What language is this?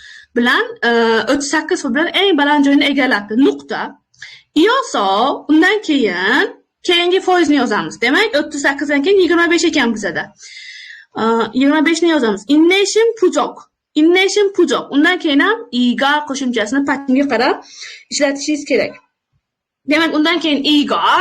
Uzbek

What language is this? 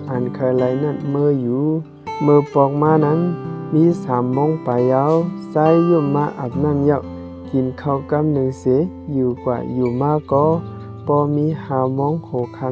Shan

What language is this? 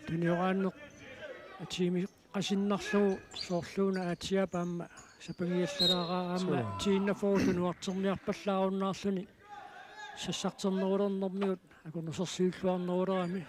Kalaallisut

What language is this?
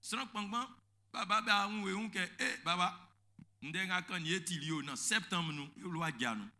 Baoulé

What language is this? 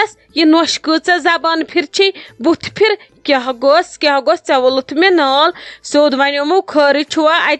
Kashmiri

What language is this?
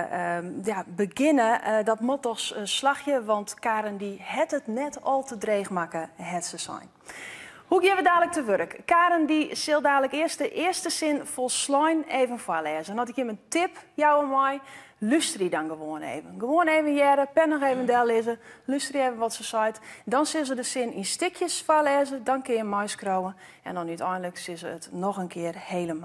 Western Frisian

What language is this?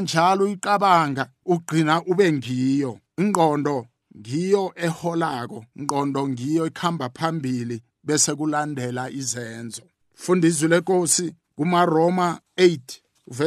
South Ndebele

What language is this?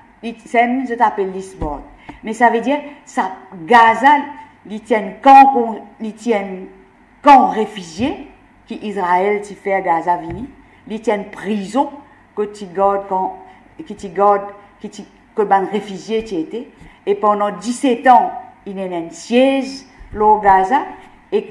Morisyen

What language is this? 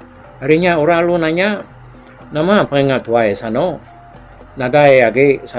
Iban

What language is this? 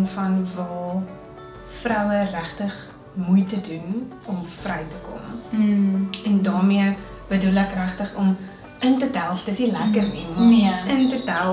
Afrikaans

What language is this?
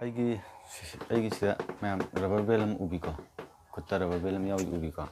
Manipuri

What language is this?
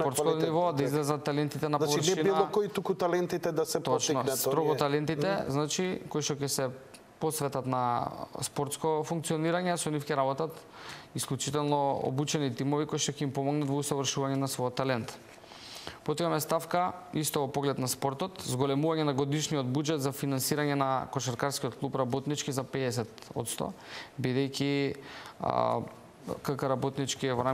Macedonian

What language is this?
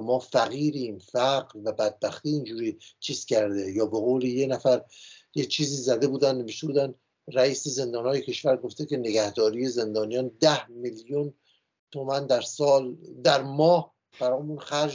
Persian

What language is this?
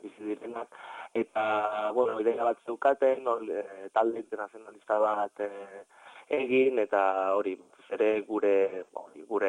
Basque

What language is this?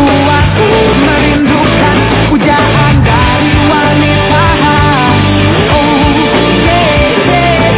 Indonesian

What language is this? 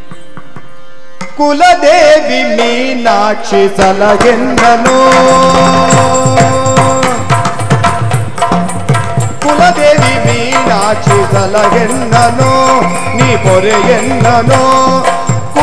Kannada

